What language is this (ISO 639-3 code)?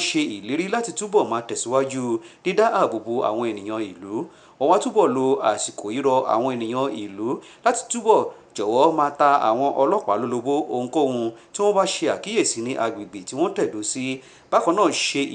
yor